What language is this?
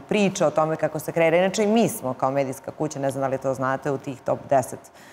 Serbian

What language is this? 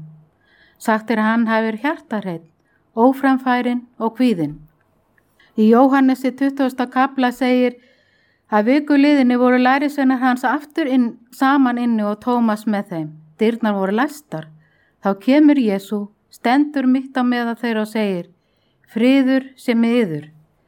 Icelandic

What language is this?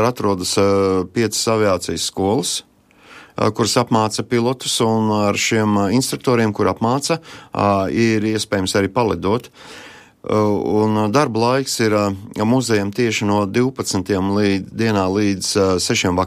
Latvian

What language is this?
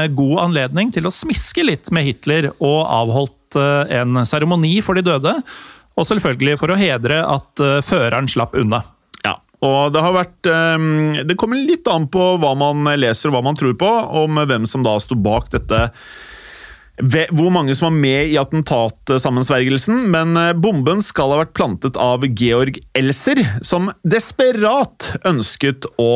Norwegian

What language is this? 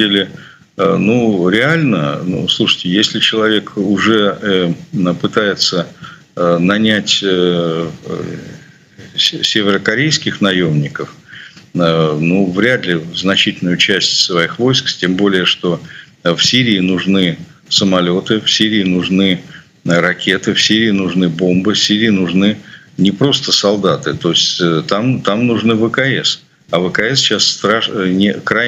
Russian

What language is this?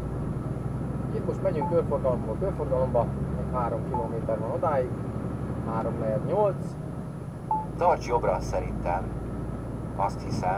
Hungarian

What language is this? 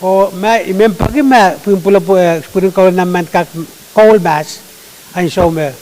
Pohnpeian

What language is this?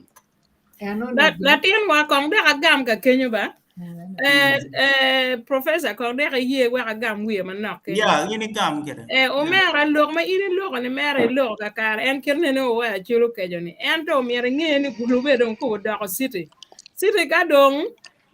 Acoli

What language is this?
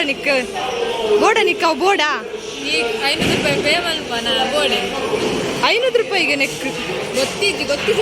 Tulu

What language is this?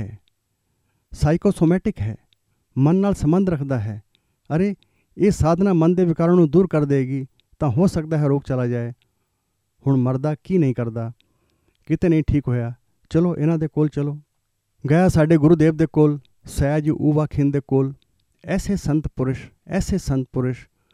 Punjabi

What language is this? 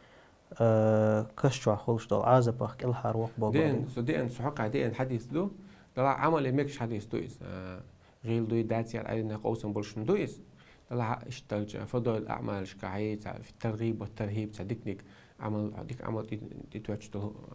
Chechen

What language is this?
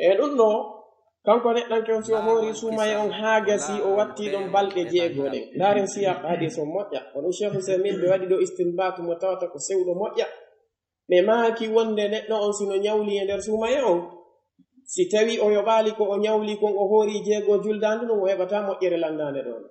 Pular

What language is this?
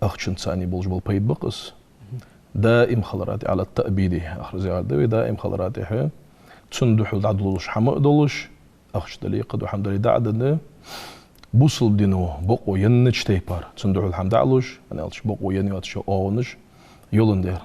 Ingush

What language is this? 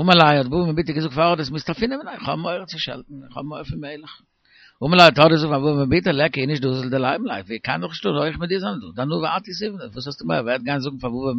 Yiddish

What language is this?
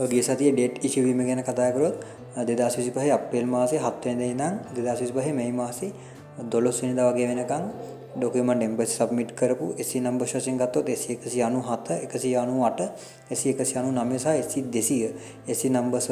Sinhala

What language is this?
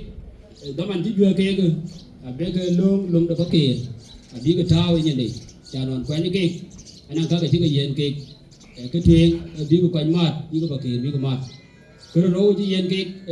Dinka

